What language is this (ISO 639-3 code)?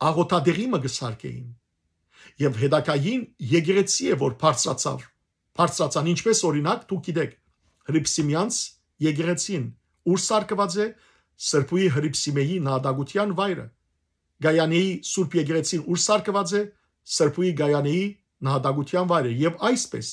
hyw